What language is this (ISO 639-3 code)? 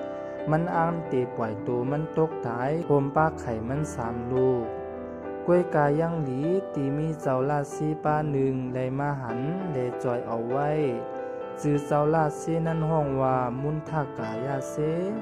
shn